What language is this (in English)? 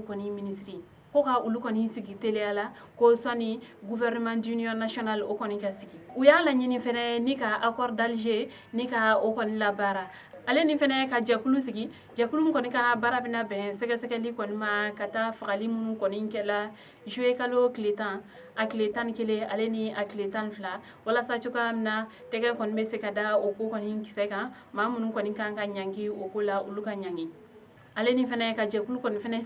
Bambara